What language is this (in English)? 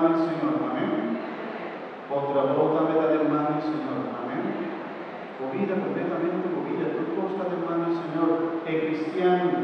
Papiamento